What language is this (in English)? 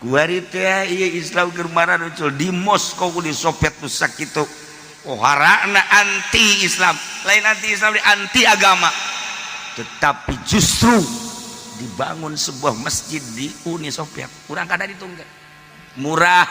Sundanese